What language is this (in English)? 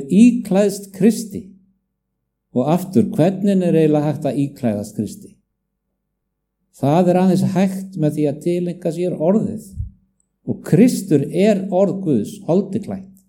Icelandic